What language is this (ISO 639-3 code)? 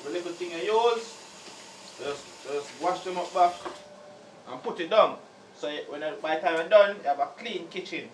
jam